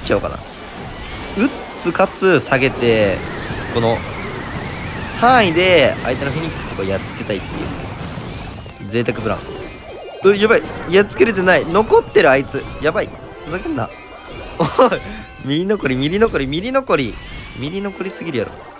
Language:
Japanese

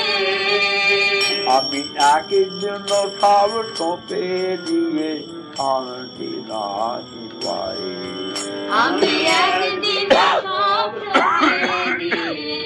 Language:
Bangla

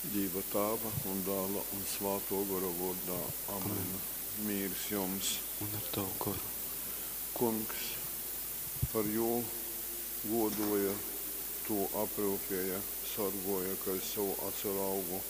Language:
Latgalian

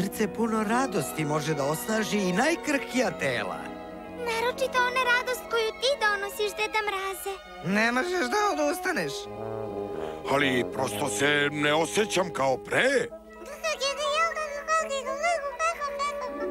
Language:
Serbian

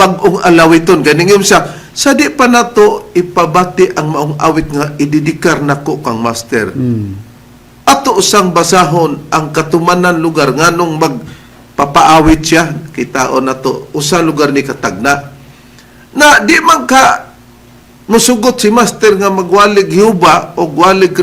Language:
Cebuano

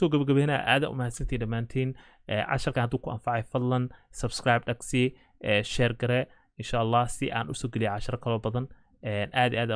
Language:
Somali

